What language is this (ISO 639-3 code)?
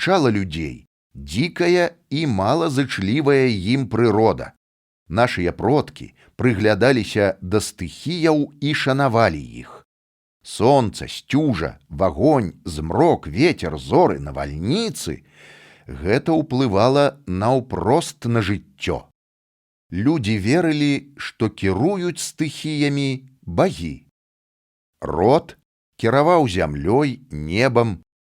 bel